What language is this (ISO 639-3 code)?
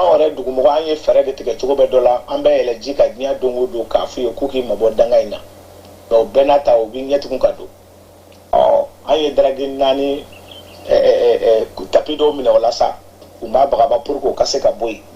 bam